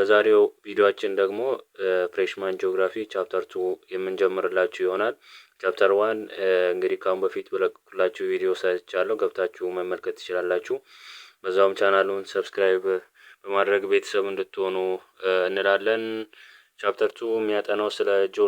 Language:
Amharic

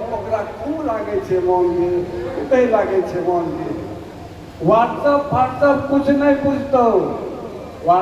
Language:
Angika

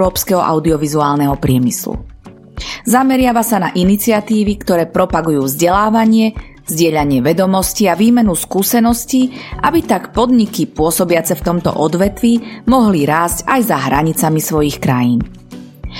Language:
Slovak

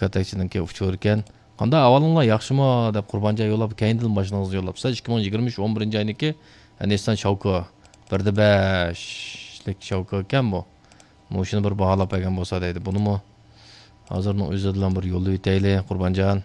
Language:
Uyghur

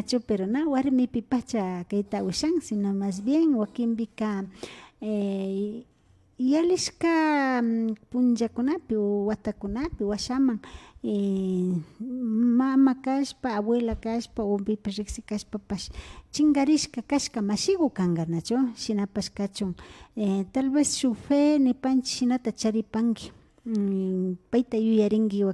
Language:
Imbabura Highland Quichua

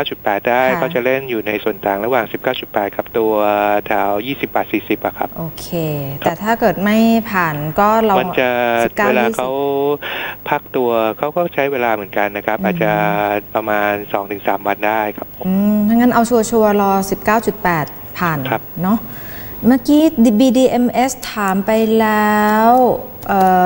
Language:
Thai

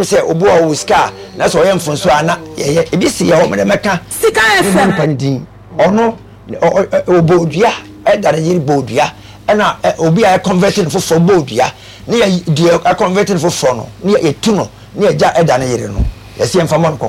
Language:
Akan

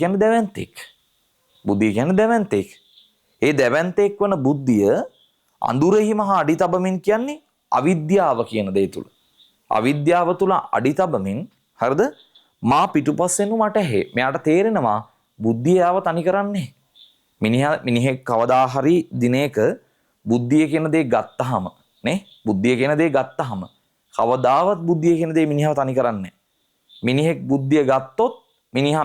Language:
Sinhala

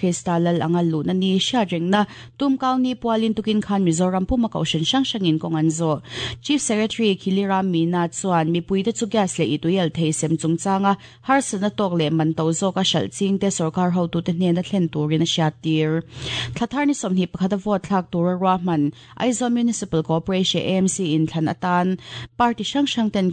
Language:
Mizo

